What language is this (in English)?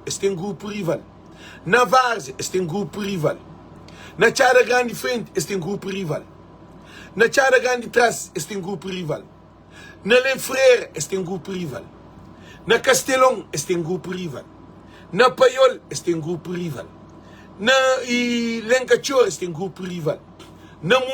Kabuverdianu